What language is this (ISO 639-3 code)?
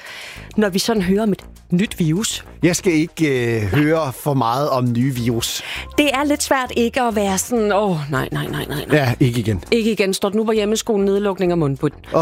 dan